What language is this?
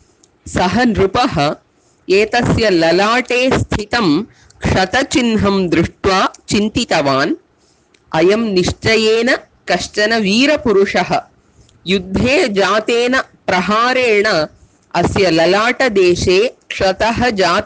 Sanskrit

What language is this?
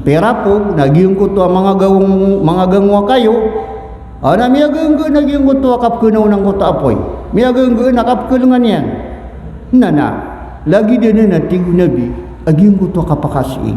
Maranao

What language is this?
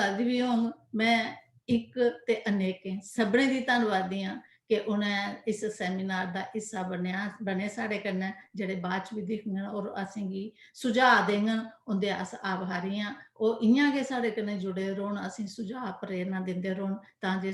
Dogri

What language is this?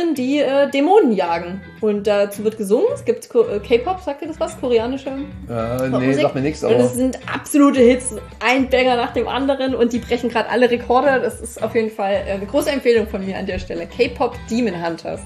German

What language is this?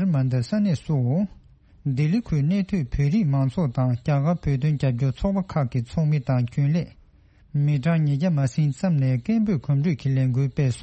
Tibetan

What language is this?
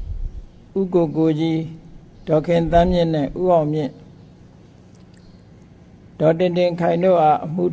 Burmese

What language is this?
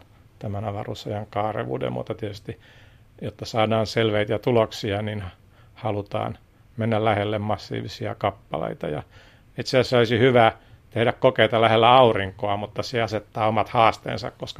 Finnish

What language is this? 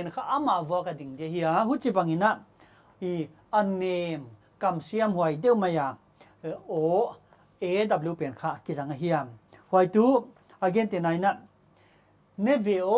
Paite Chin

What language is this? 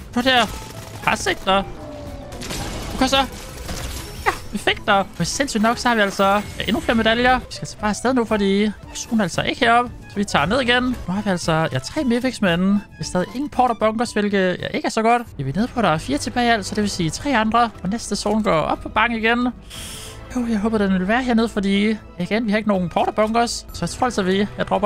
Danish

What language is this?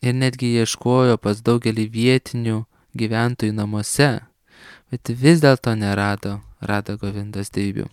Lithuanian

